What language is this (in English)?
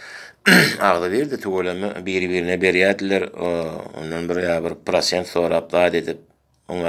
Turkmen